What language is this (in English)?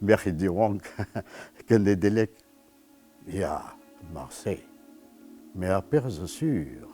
Breton